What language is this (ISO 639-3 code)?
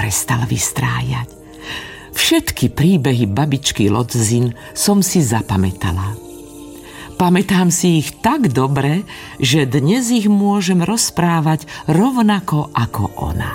slk